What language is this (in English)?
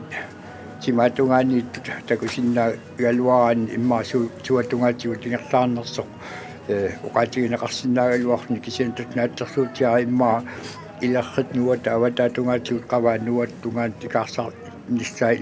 Kalaallisut